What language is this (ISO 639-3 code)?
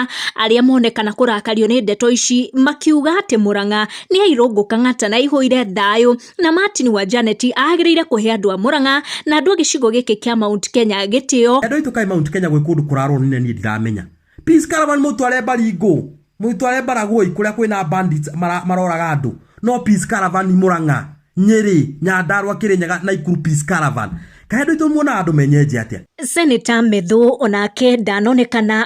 kik